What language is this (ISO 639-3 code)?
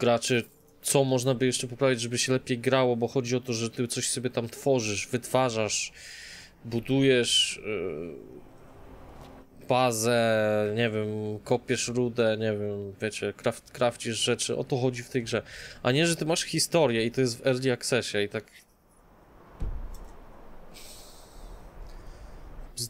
pol